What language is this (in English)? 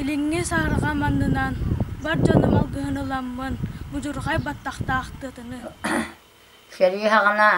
Yakut